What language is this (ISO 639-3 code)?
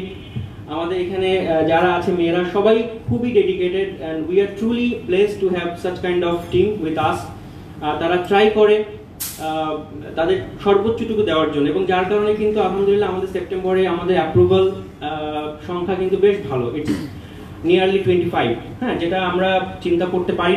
ben